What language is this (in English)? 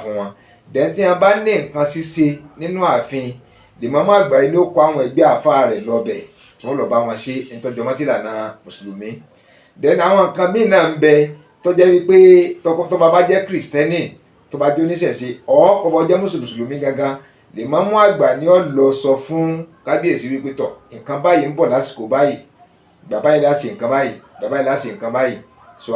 Yoruba